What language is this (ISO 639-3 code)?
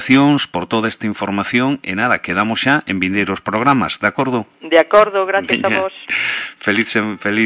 glg